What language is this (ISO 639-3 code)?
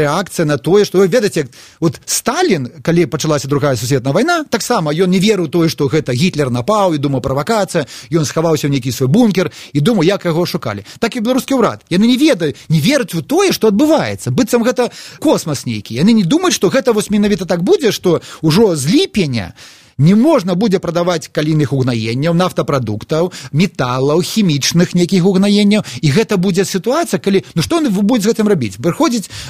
bel